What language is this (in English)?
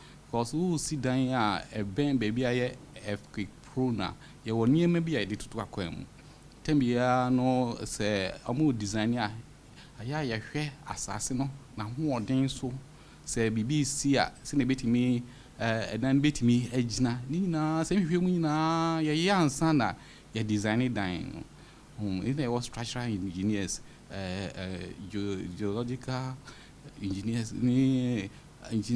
Akan